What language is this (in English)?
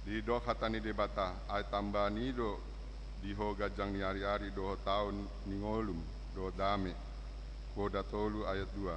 Batak Toba